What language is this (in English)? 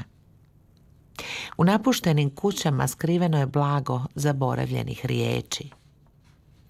Croatian